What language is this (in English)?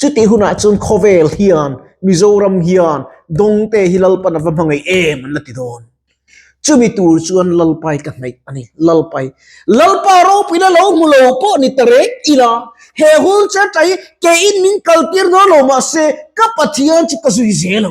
Mizo